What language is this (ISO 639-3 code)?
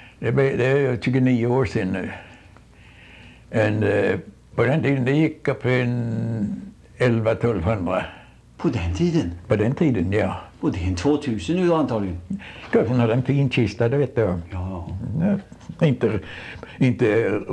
swe